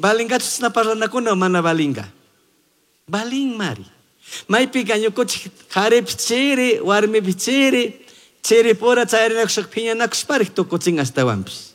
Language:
Chimborazo Highland Quichua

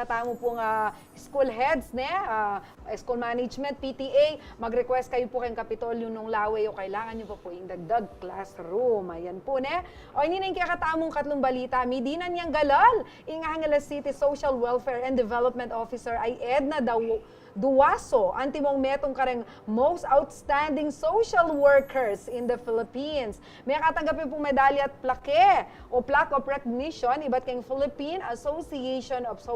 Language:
Pampanga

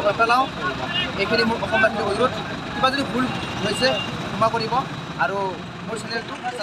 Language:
Assamese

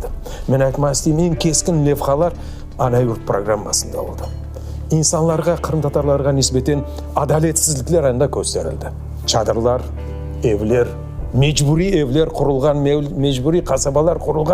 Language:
Crimean Tatar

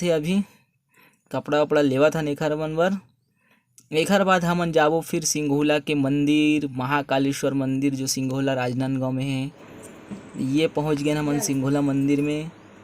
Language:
Chhattisgarhi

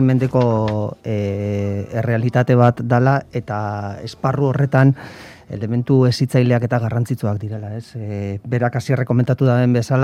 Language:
Basque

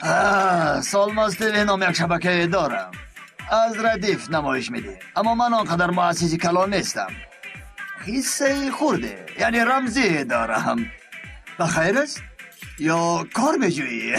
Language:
Tajik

